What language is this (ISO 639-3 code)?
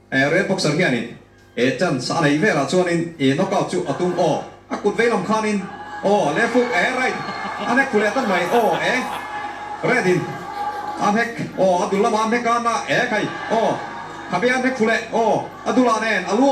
lus